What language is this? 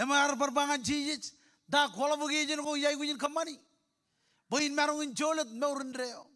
Marshallese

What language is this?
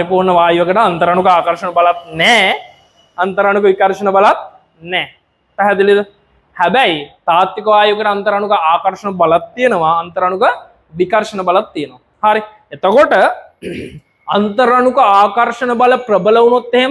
Sinhala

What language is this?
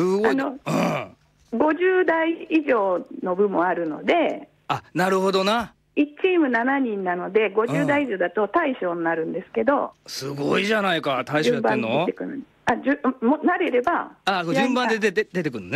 Japanese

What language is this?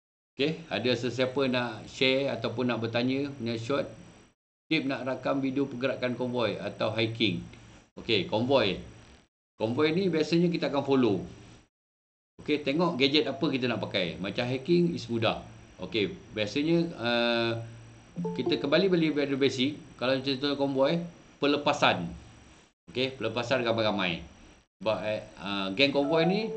Malay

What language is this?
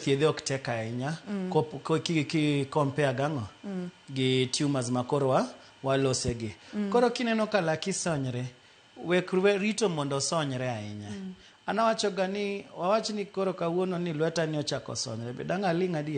Luo (Kenya and Tanzania)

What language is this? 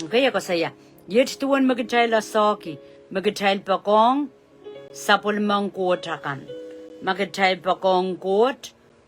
Pohnpeian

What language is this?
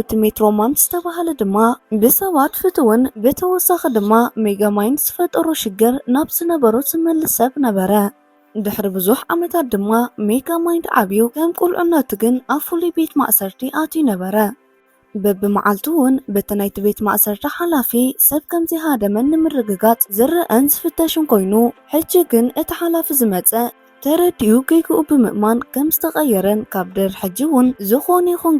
Tigrinya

